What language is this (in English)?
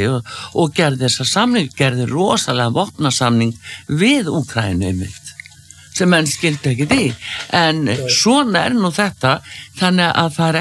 Icelandic